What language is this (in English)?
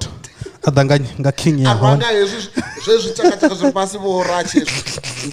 Venda